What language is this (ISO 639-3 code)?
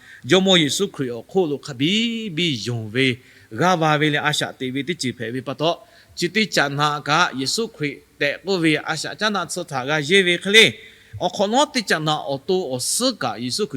lhu